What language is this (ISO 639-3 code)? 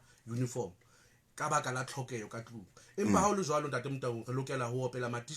sot